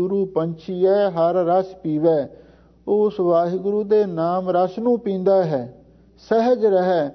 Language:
Punjabi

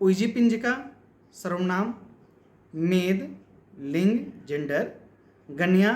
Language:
Kurukh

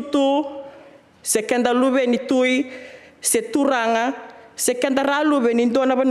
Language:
Fijian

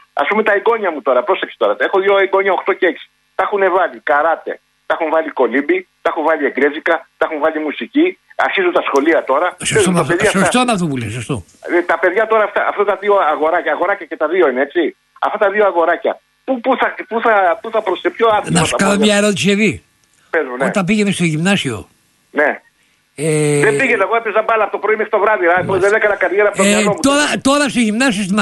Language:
Greek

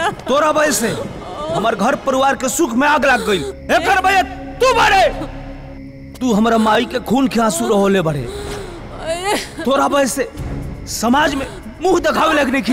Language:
Bhojpuri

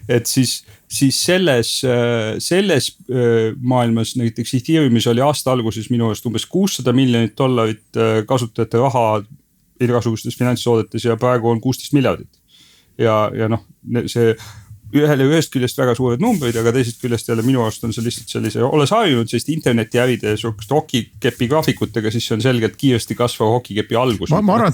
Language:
Estonian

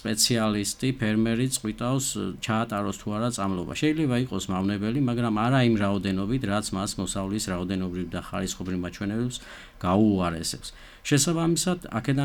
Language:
Georgian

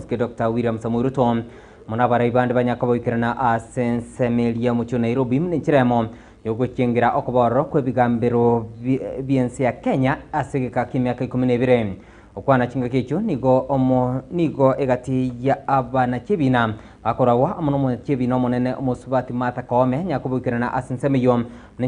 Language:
Gusii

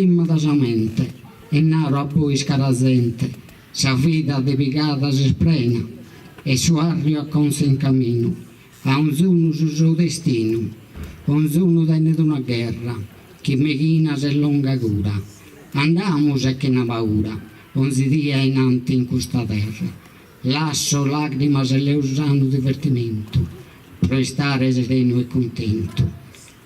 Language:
Sardinian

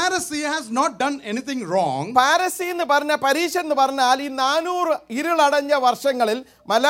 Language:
Malayalam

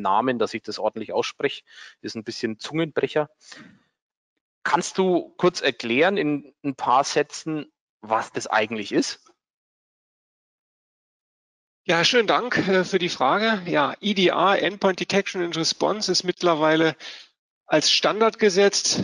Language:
German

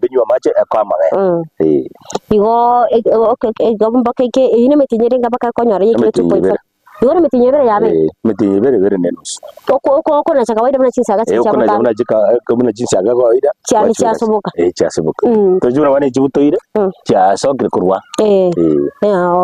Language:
Gusii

